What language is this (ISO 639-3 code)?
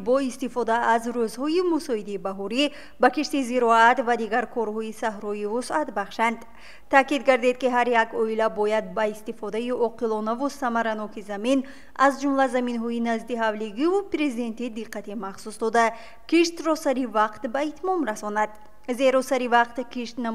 tgk